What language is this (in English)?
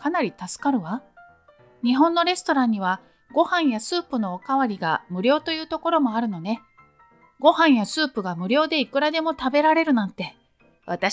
Japanese